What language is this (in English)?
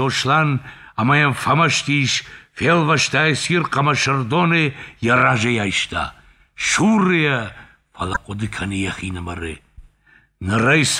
Ossetic